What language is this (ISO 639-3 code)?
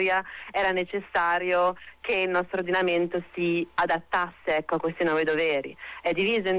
ita